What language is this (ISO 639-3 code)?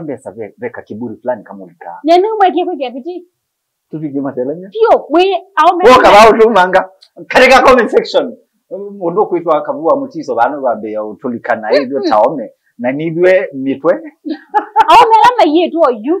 kam